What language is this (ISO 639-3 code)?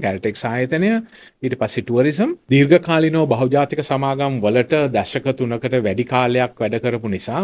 sin